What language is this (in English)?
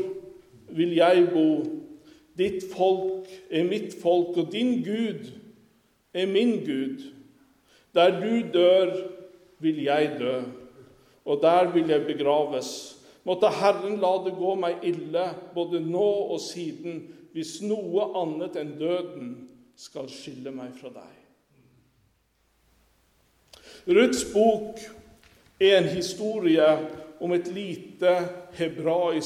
Norwegian